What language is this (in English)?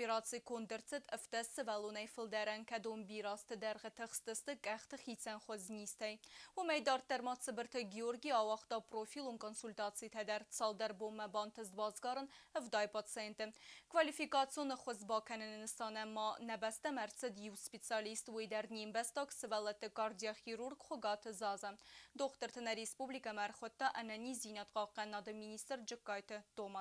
Ossetic